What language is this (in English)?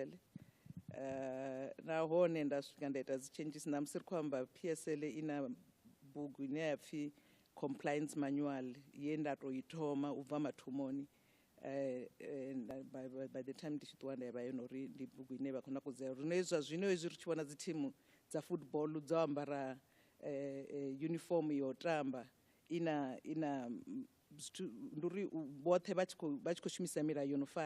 Venda